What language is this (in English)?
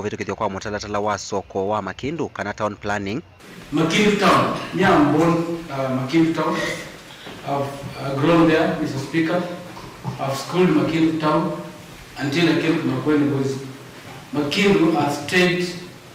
Kamba